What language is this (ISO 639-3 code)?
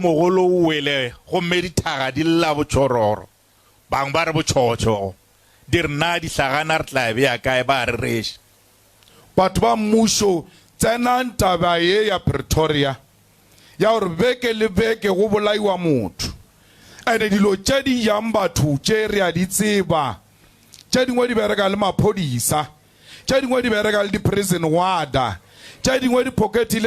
nso